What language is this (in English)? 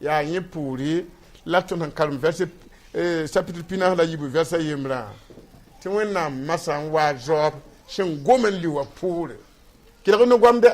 Mossi